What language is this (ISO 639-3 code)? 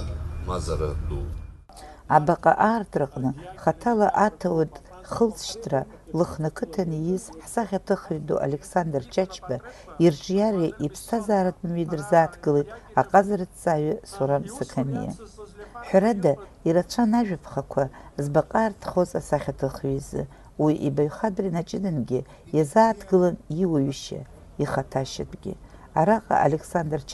abk